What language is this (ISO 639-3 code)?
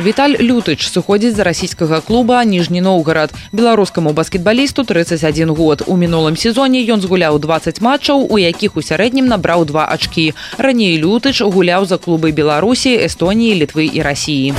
bel